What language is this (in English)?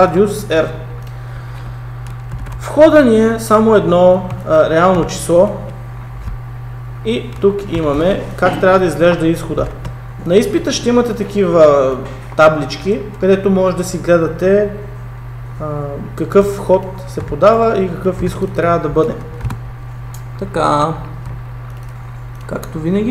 Bulgarian